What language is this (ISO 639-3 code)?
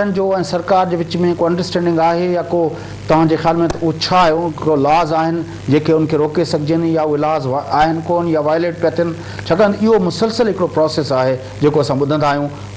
snd